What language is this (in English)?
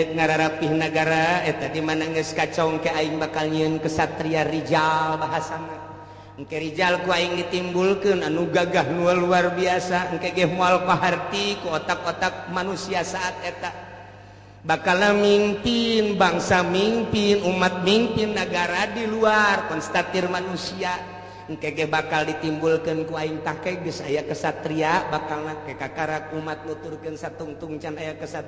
Sundanese